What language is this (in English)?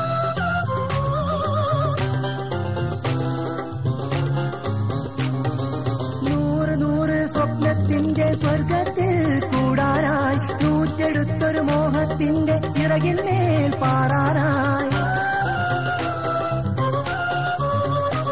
Malayalam